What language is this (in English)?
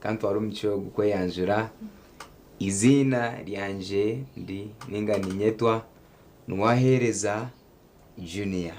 Nyankole